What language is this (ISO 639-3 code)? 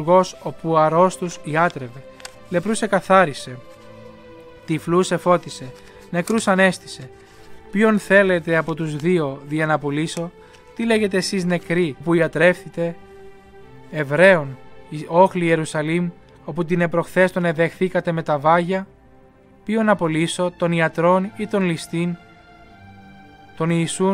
ell